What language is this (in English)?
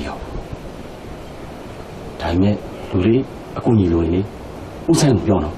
Burmese